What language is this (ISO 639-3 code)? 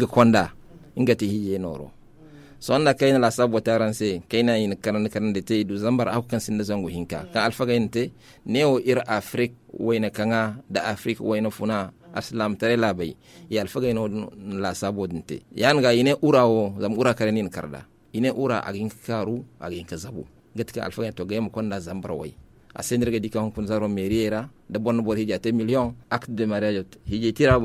dje